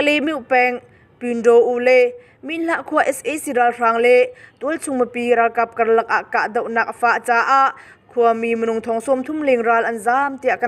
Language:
Hakha Chin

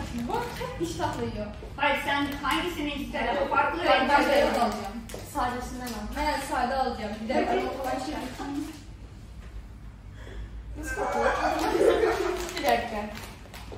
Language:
Turkish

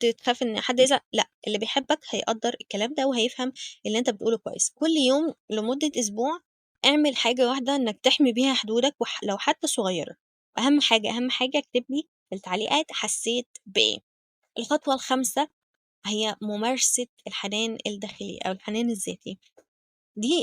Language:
Egyptian Arabic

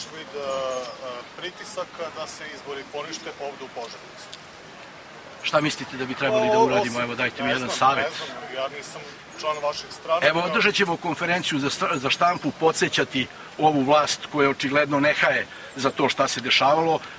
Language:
Serbian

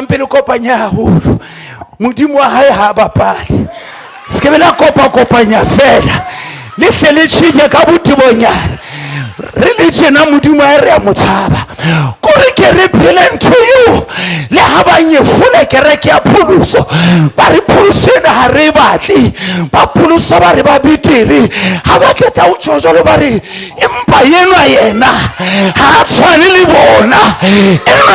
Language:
Southern Sotho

